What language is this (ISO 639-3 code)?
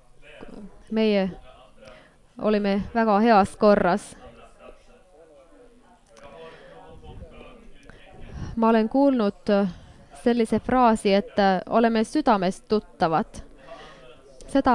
est